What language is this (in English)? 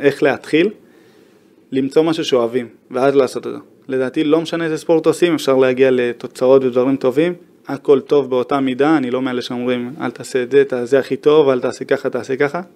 Hebrew